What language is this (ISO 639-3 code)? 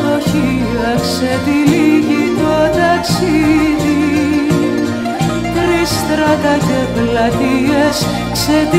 ell